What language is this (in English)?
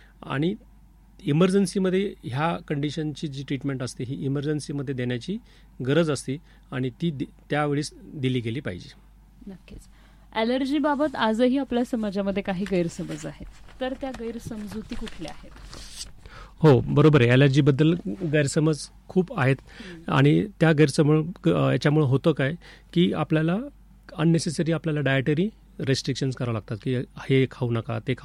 Marathi